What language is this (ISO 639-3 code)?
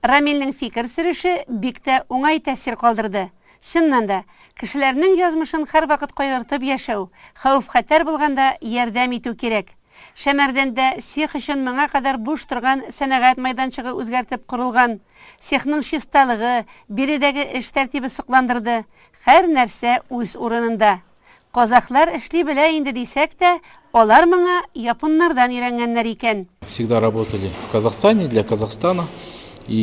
tat